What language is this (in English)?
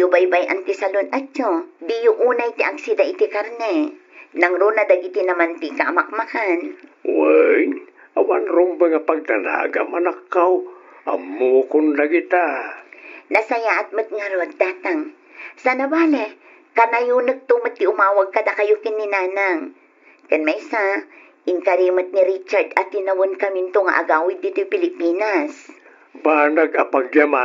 Iloko